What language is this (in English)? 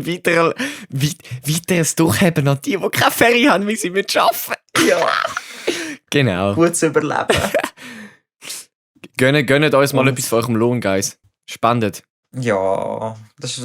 Swiss German